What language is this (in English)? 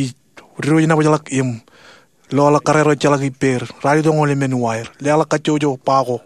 Marshallese